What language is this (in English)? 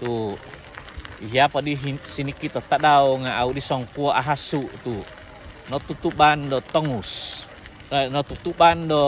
Central Dusun